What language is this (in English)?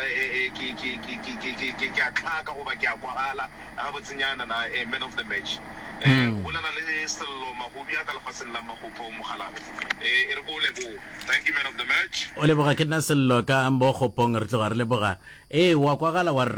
Northern Sotho